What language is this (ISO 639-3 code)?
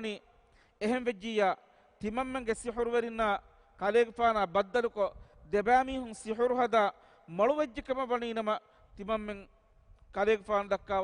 div